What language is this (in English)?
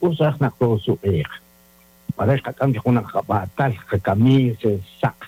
Kekchí